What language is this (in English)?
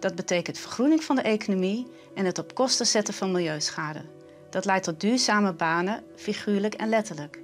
Western Frisian